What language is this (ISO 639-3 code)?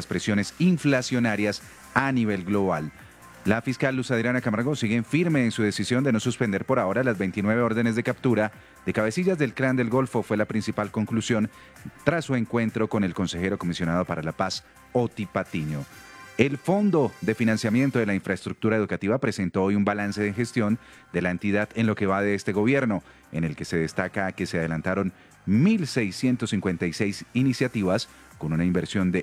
spa